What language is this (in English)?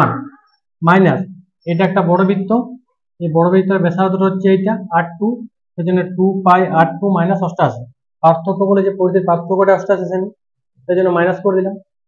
Bangla